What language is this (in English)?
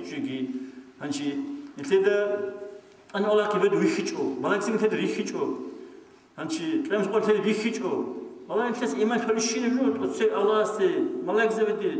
Avaric